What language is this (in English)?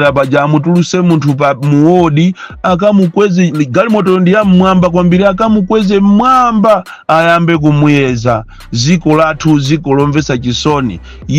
Nyanja